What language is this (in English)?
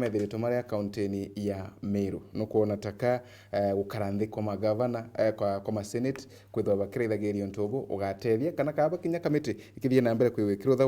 Meru